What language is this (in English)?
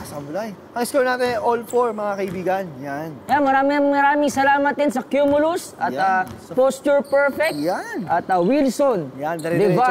Filipino